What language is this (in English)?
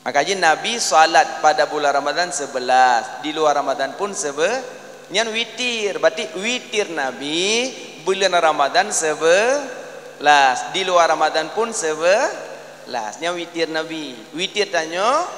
Achinese